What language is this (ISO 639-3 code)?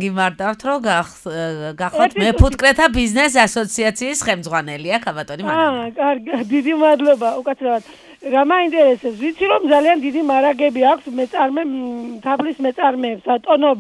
kat